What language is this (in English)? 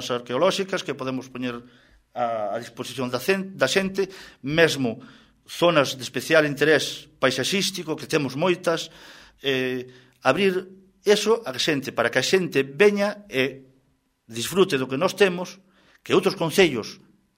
Galician